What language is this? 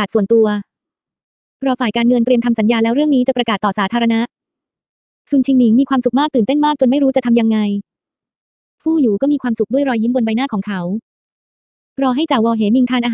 Thai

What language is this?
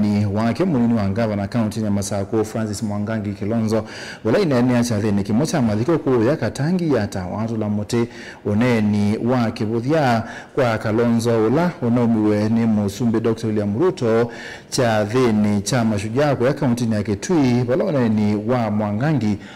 Kamba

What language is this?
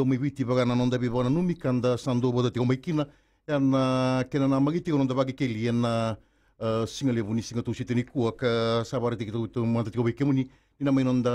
Fijian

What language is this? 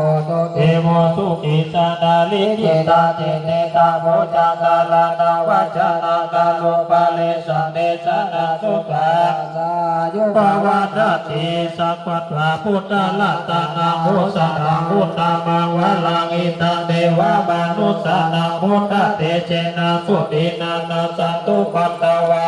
Pali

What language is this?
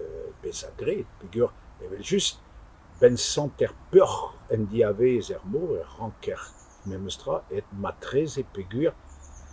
Breton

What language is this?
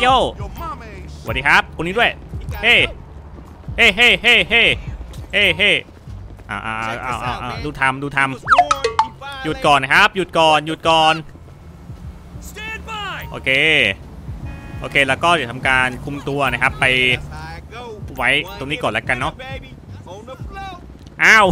Thai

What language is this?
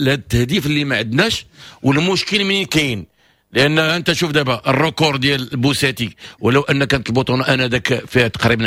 Moroccan Arabic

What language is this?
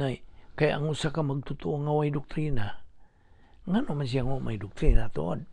Cebuano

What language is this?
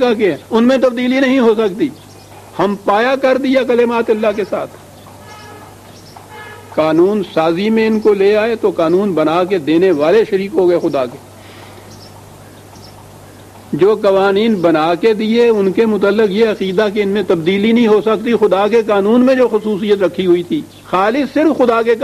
Urdu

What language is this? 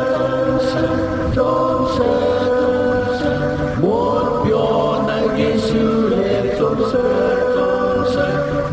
Shan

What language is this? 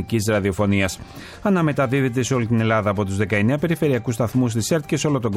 Greek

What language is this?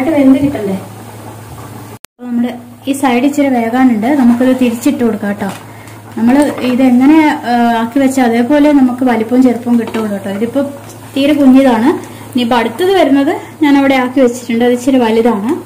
Malayalam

